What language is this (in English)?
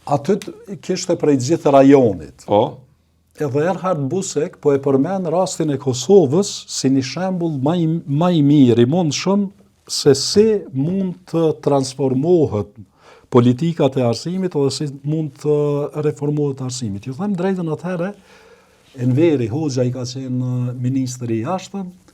Albanian